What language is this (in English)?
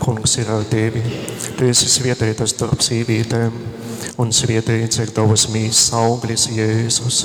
Latgalian